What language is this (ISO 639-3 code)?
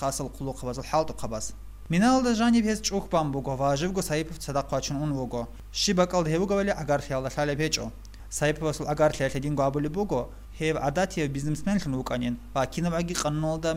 ava